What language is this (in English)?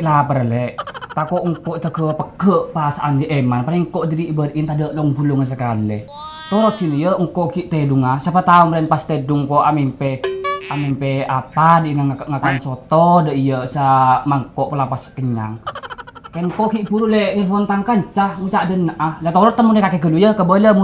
Madurese